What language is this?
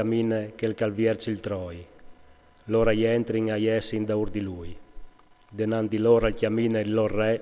Friulian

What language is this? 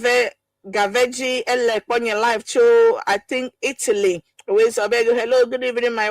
Ewe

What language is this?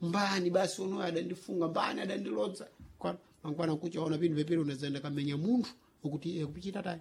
Sena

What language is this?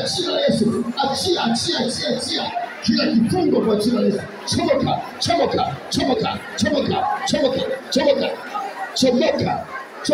Swahili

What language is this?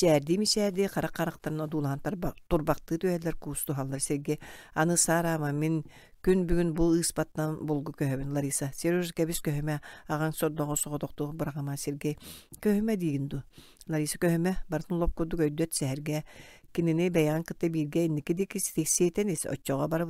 Yakut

